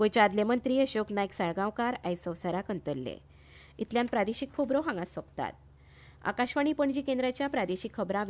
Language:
Konkani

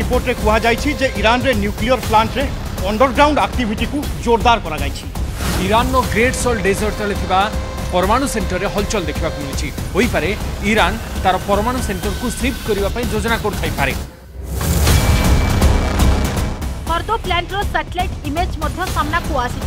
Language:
Odia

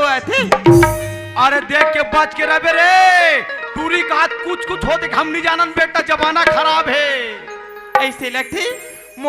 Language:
Chhattisgarhi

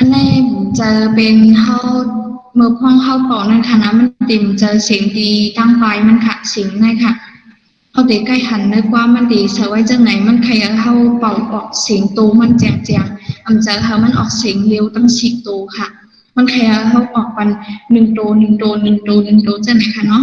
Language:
Shan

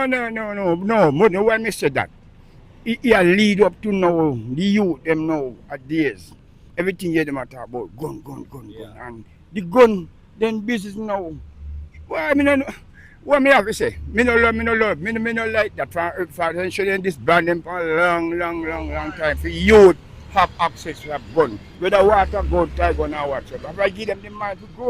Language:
Jamaican Creole English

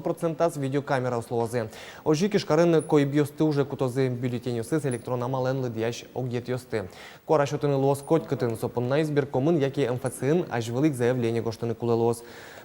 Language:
Udmurt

